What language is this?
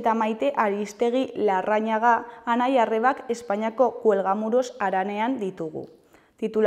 Basque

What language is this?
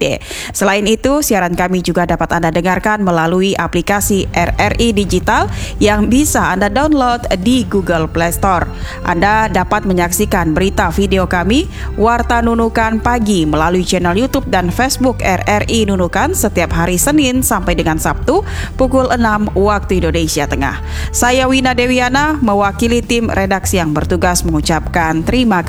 Indonesian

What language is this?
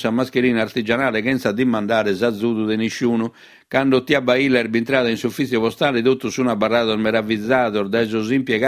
Sardinian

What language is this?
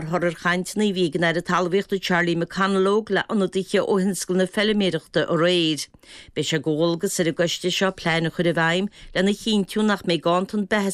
Irish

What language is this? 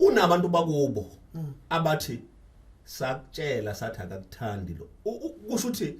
Zulu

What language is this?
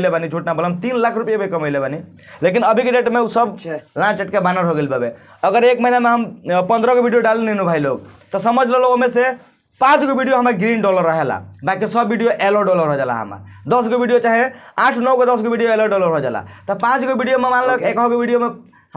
Bhojpuri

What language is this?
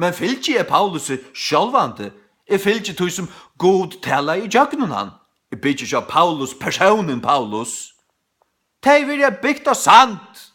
Faroese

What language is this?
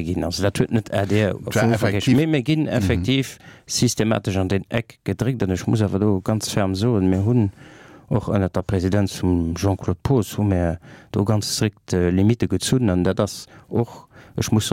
Luxembourgish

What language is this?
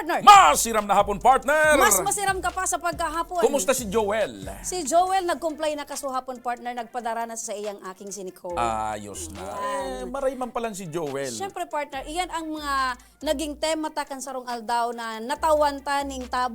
Bikol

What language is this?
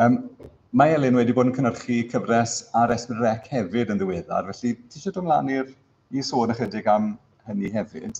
Welsh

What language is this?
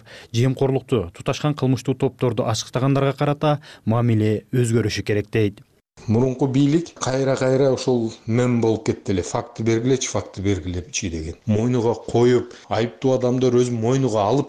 Kyrgyz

